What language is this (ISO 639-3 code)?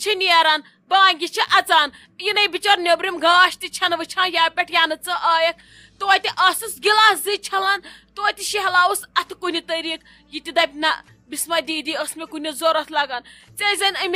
kas